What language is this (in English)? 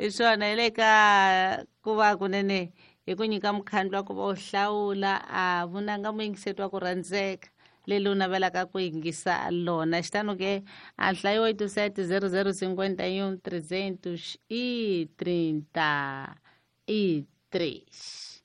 Tsonga